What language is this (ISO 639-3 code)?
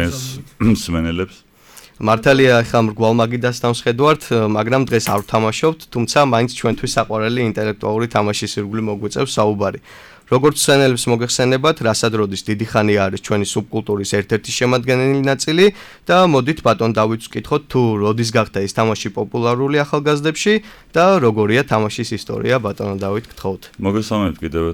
kat